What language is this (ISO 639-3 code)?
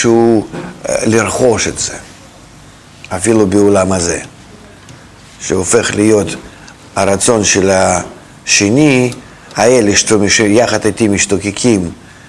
heb